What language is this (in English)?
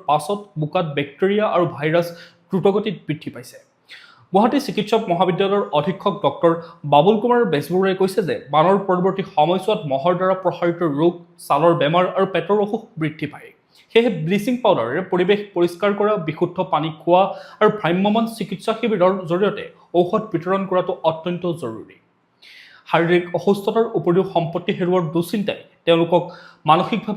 Assamese